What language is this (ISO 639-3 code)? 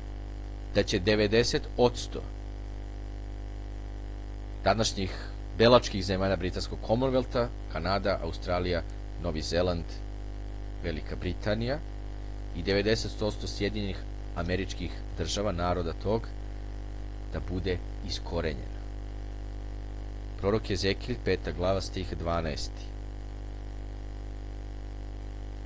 srp